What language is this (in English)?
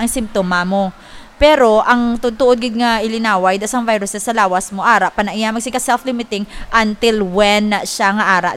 Hiligaynon